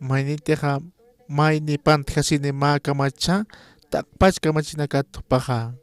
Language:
Aymara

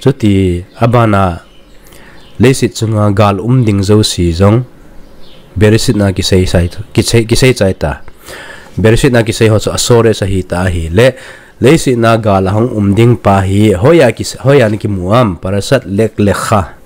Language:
Thado Chin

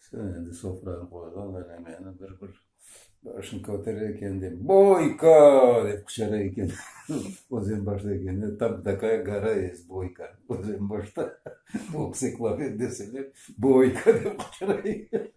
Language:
Crimean Tatar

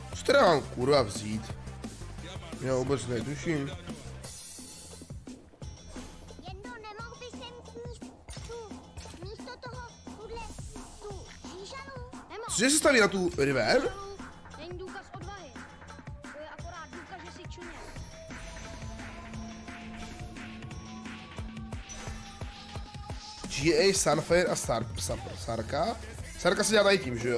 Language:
Czech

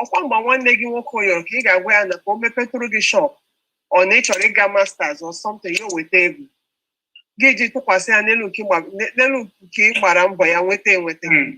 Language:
Igbo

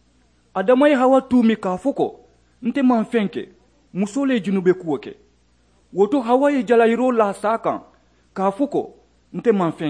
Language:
Mandingo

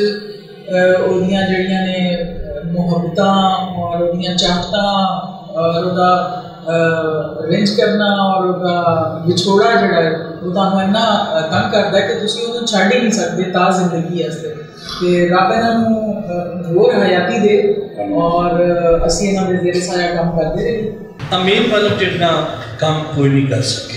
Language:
Western Panjabi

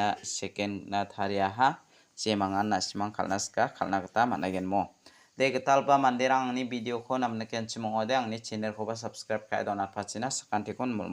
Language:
Garo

